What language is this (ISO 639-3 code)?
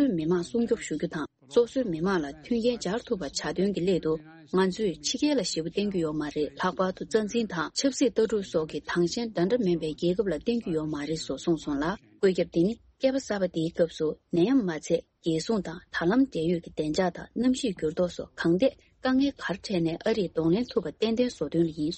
bod